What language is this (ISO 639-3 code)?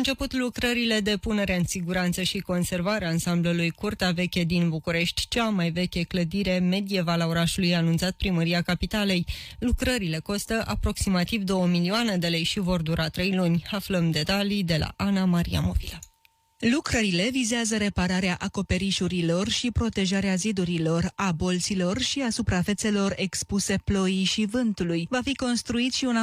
ron